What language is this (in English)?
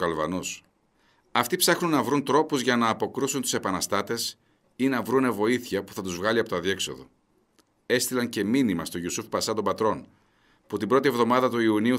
Greek